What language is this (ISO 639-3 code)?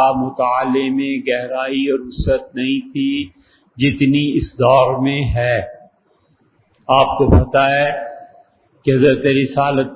urd